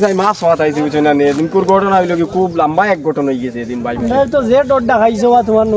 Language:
Sylheti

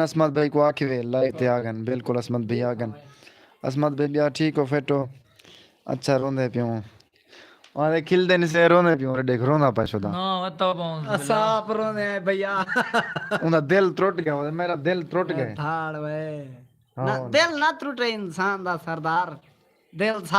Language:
Saraiki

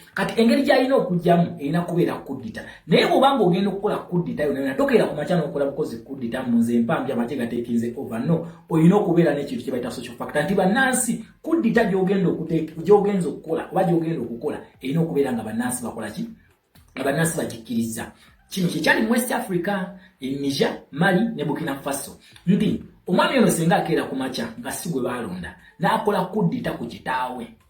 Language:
Ganda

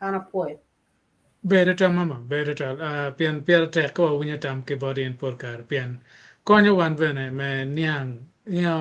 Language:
Acoli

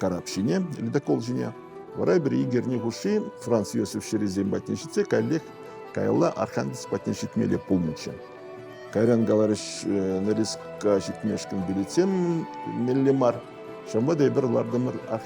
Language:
Chuvash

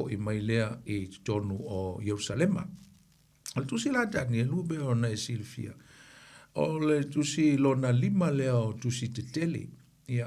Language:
Samoan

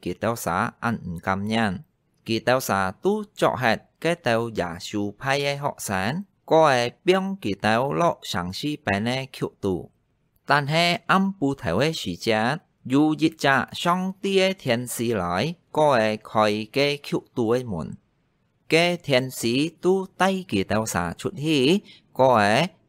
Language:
Hakka Chinese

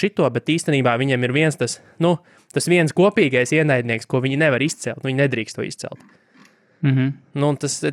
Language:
Latvian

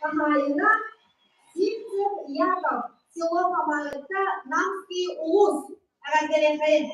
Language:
Yakut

